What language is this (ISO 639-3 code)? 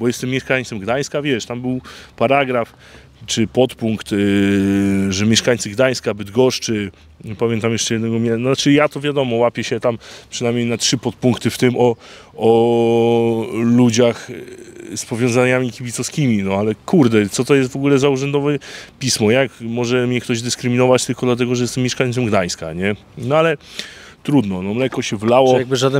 pol